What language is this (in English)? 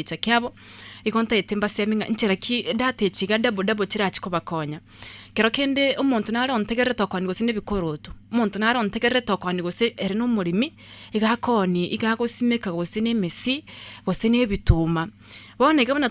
Gusii